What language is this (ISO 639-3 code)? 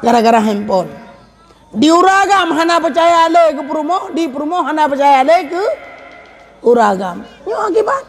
ace